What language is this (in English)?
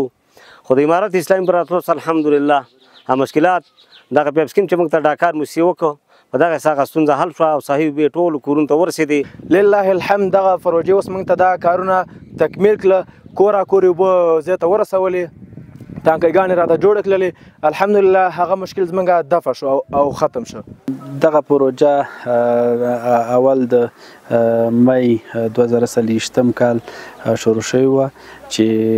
Pashto